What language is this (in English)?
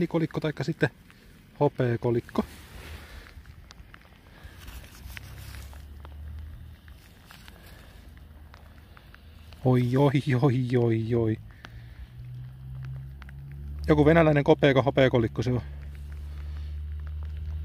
Finnish